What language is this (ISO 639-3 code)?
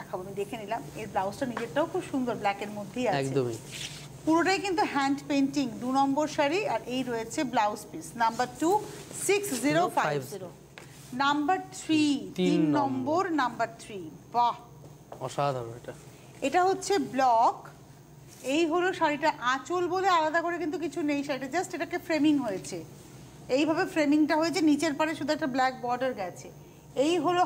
ben